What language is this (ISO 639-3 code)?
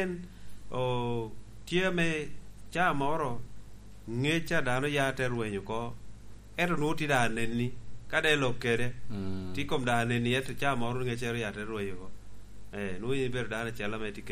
laj